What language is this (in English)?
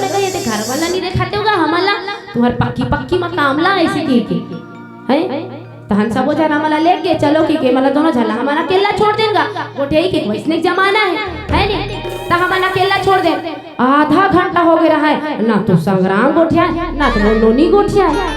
Chhattisgarhi